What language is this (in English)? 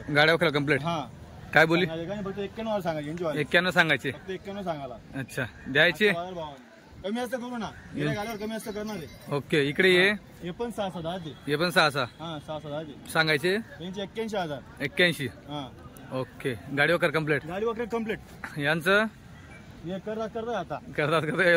Marathi